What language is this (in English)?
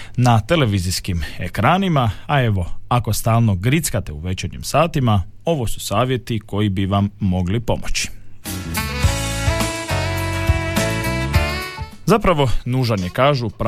Croatian